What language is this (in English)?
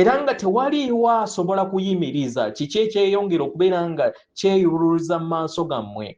Ganda